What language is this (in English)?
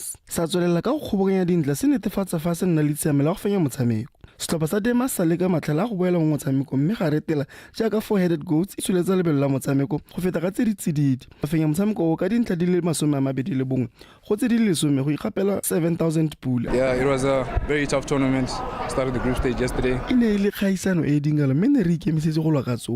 Tswana